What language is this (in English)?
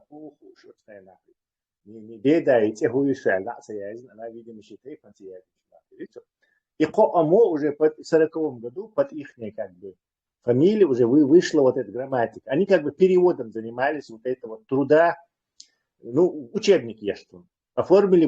Chechen